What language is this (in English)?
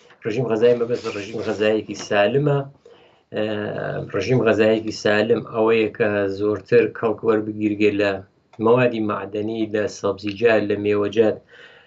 Central Kurdish